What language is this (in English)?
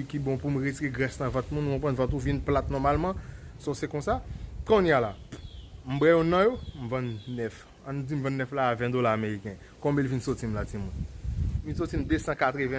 Haitian Creole